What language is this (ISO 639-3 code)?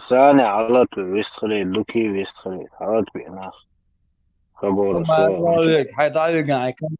che